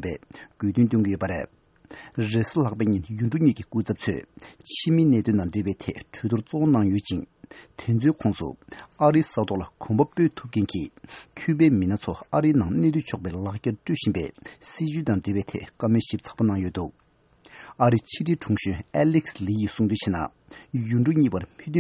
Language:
Tibetan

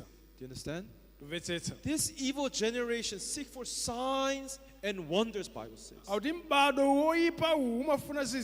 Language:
Nyanja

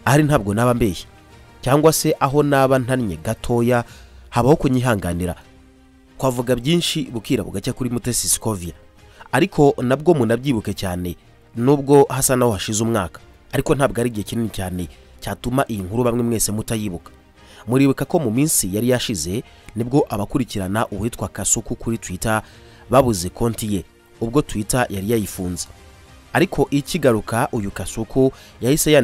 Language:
Kinyarwanda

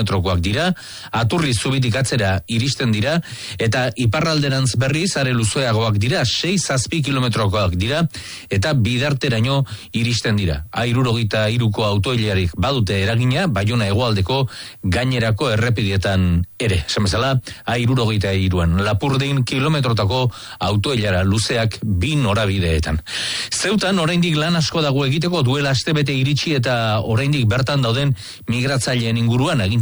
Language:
Basque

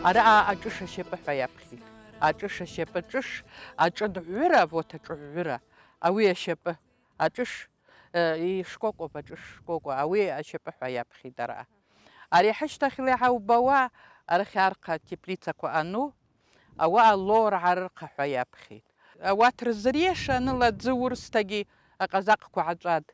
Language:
Abkhazian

